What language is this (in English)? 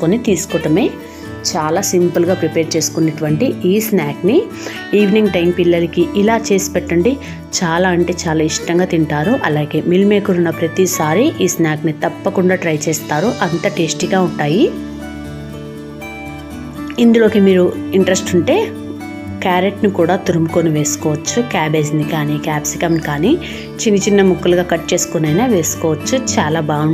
Telugu